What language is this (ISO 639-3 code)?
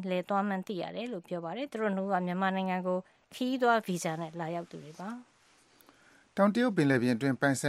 mya